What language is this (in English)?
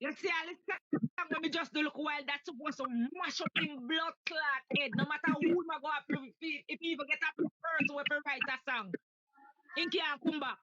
Jamaican Creole English